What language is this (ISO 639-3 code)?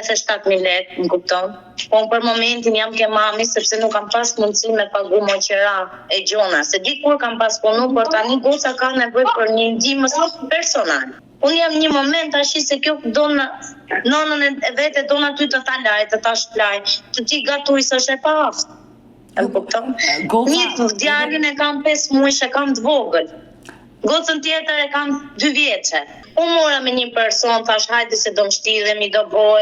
sqi